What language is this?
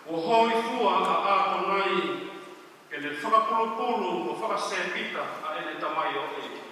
Tongan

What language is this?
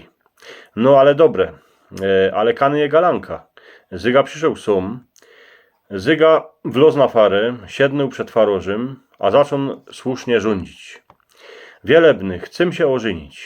Silesian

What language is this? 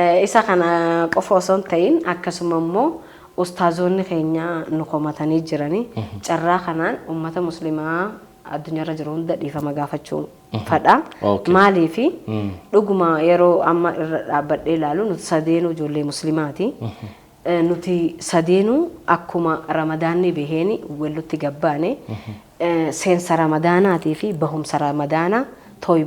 Oromo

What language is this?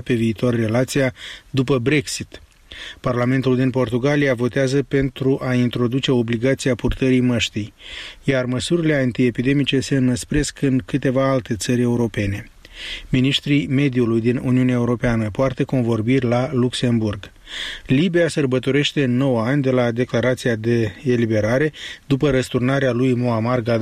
Romanian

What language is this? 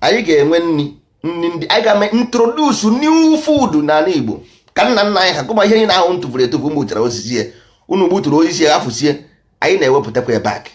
Igbo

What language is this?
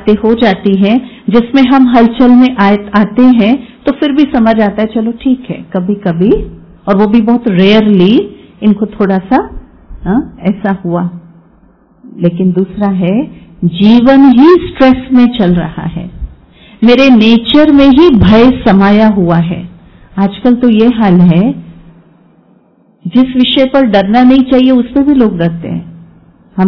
Hindi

